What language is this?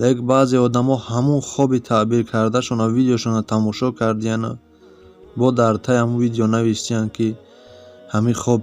Tajik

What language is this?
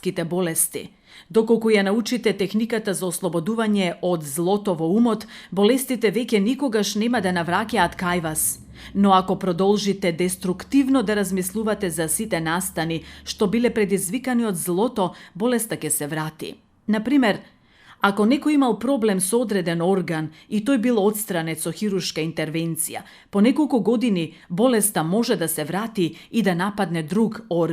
Macedonian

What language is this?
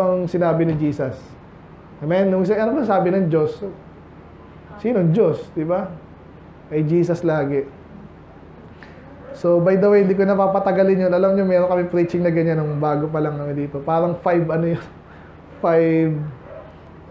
Filipino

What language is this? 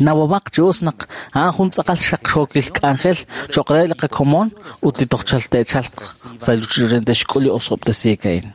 Kekchí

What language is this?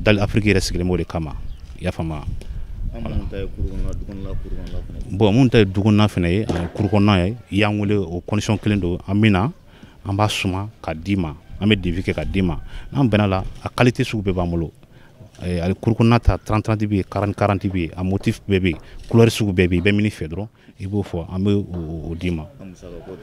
Bambara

